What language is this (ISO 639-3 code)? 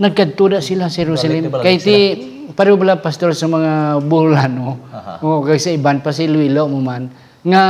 hil